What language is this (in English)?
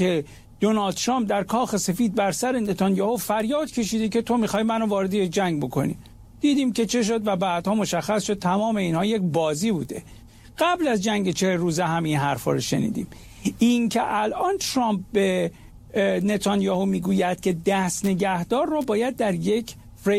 Persian